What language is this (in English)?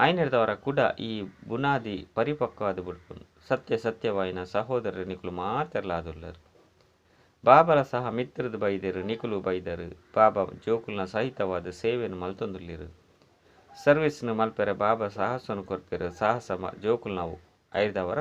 Tulu